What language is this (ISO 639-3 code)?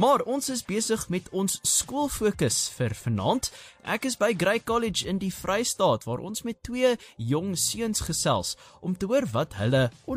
afr